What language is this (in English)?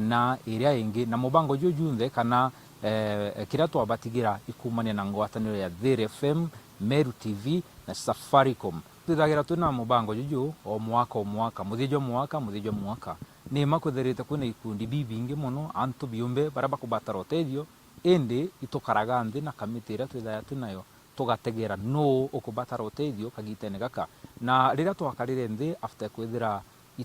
Meru